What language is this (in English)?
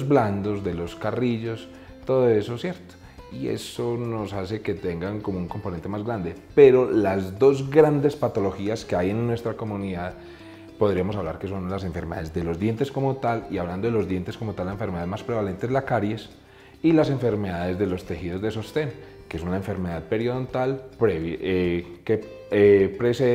Spanish